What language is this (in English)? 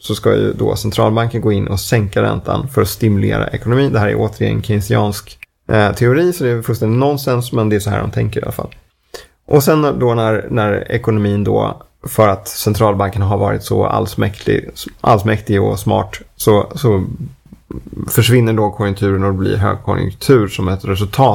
Swedish